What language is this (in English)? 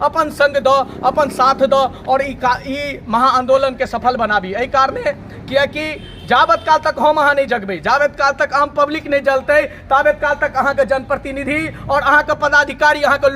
Maithili